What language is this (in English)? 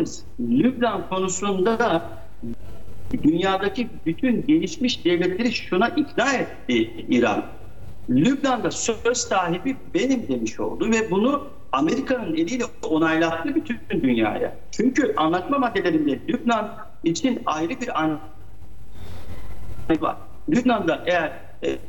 Turkish